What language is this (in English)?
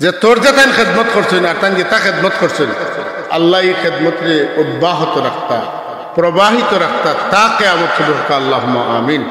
Sylheti